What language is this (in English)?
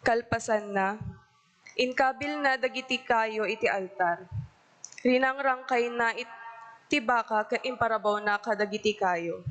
Iloko